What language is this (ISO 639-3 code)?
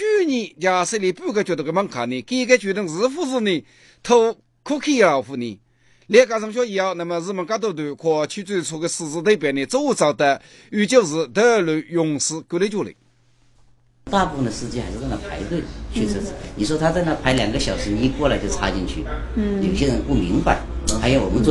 zho